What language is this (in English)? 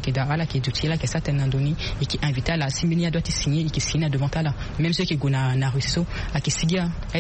Sango